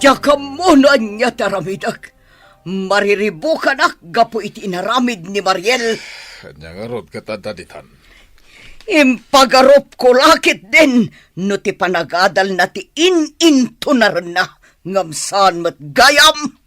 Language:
Iloko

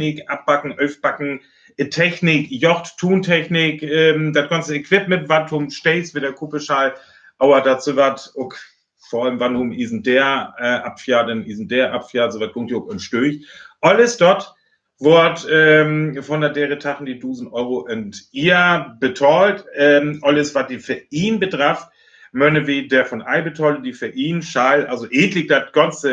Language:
Northern Frisian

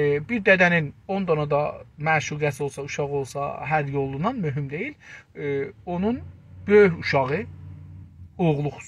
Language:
South Azerbaijani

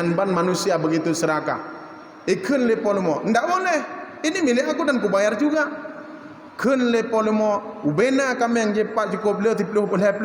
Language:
Achinese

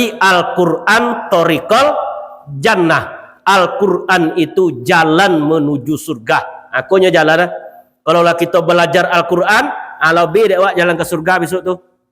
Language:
Minangkabau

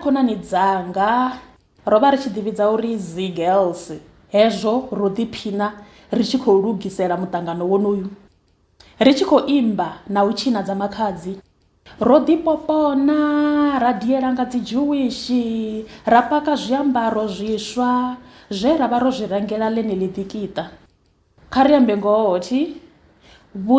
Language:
Venda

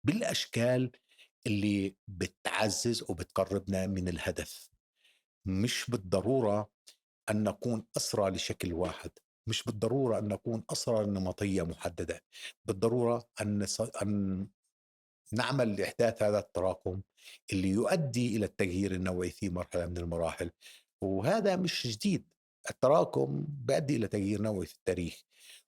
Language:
North Levantine Arabic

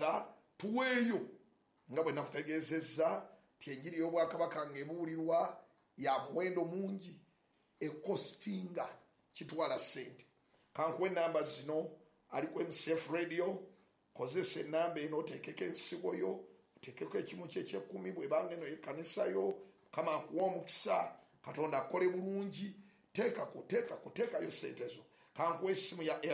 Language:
Ganda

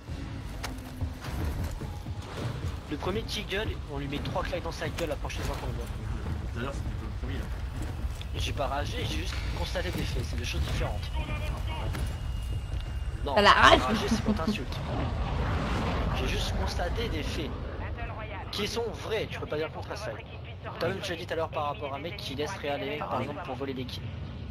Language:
French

